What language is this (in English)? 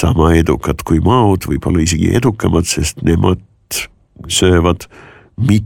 Estonian